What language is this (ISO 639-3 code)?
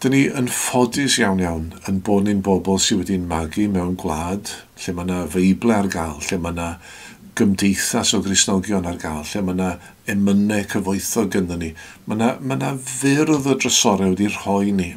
cym